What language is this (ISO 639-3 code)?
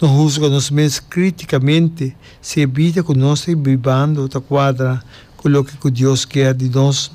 pap